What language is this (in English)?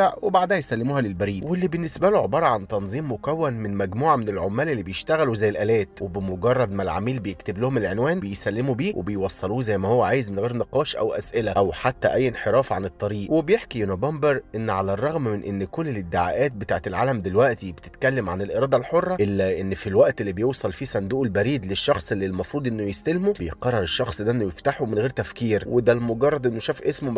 Egyptian Arabic